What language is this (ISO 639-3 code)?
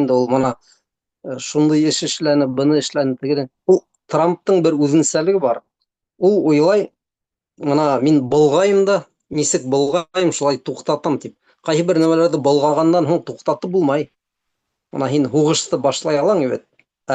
bak